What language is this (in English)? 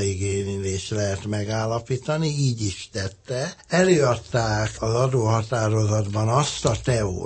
Hungarian